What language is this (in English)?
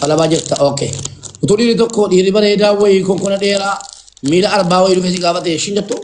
Oromo